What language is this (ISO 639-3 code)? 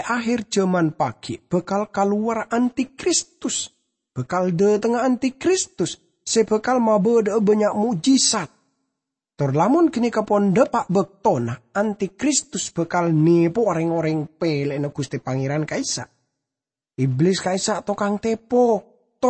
mad